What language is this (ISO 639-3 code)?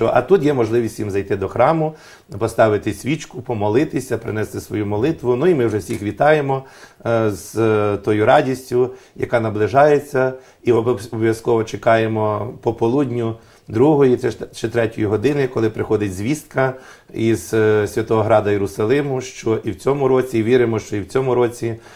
ukr